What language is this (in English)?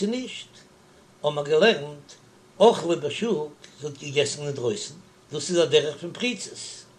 Yiddish